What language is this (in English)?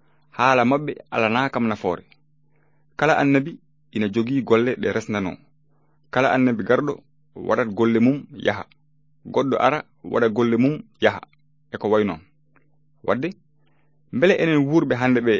Fula